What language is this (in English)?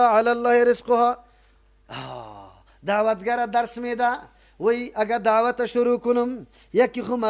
Persian